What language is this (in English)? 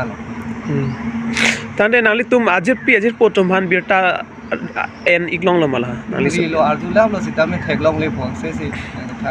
Karbi